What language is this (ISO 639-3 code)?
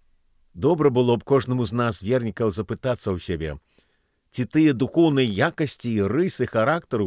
bel